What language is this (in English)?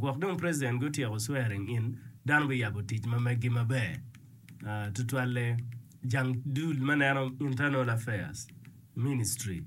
Acoli